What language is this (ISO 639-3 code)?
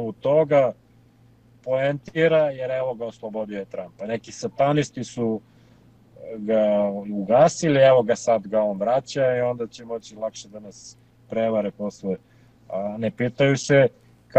srp